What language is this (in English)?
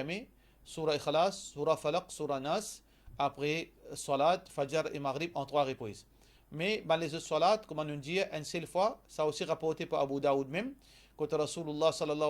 Morisyen